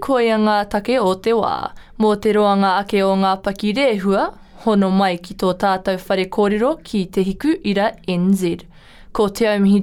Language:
Māori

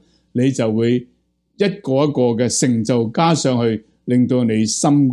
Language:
Cantonese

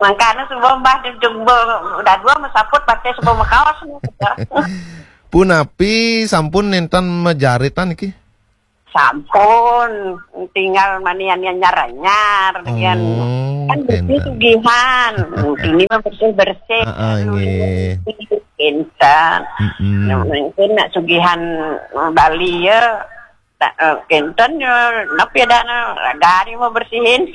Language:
Balinese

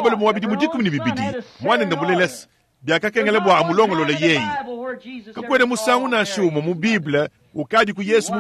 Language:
Luba-Lulua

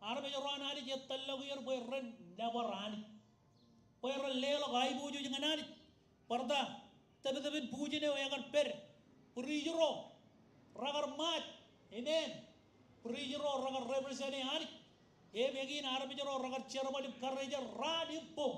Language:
Marshallese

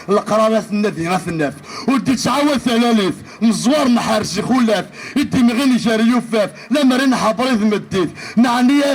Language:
Kabyle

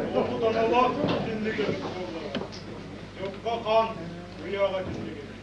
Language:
Yakut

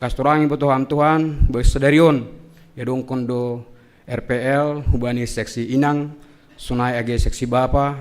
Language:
Batak Simalungun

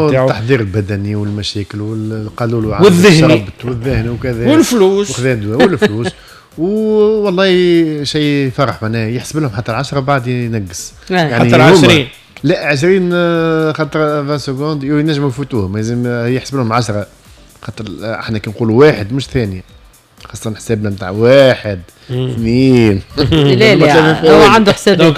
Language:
Tunisian Arabic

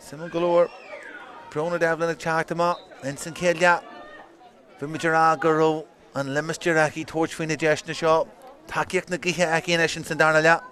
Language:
Irish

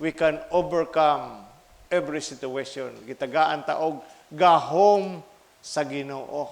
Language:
Cebuano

